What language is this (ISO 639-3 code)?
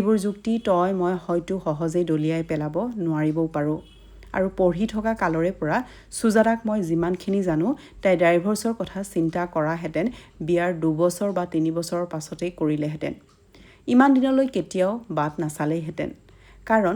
asm